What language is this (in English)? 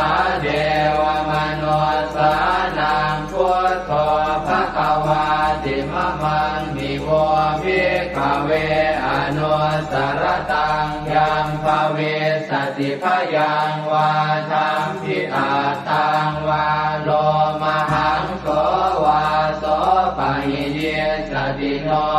Pali